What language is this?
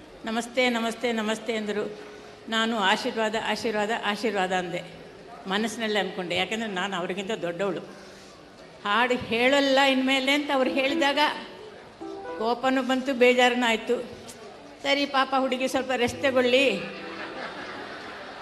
Kannada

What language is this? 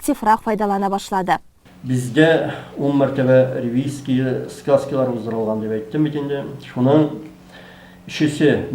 Tatar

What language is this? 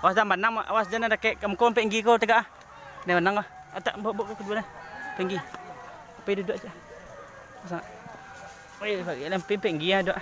Minangkabau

